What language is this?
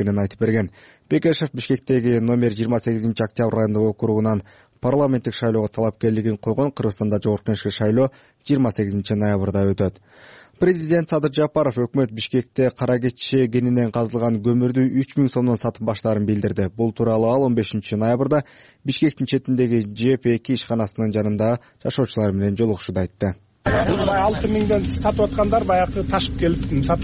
Kyrgyz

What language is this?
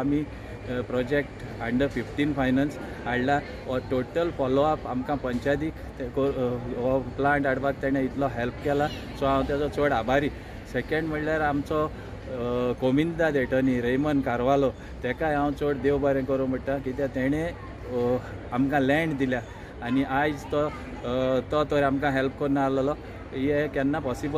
Konkani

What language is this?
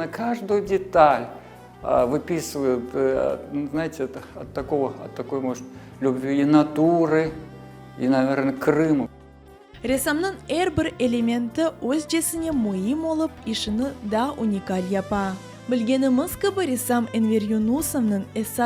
Crimean Tatar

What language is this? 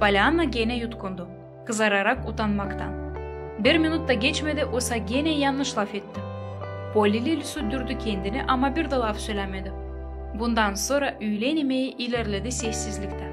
Gagauz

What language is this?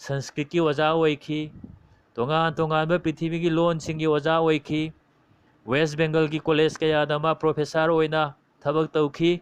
Manipuri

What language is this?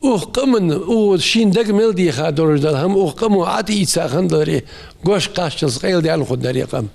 Ingush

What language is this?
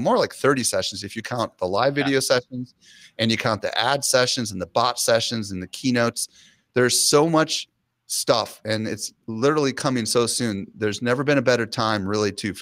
English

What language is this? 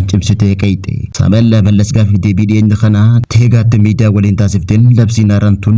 Oromo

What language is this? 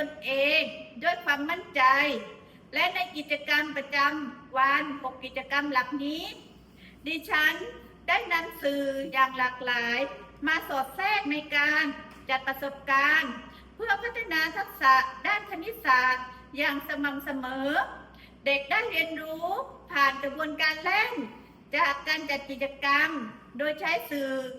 Lao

